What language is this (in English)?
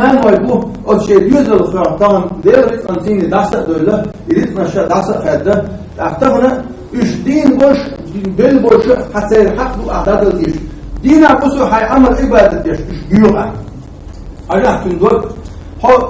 Chechen